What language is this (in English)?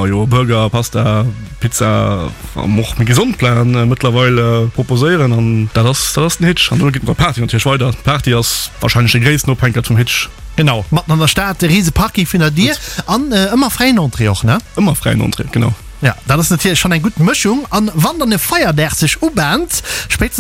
Luxembourgish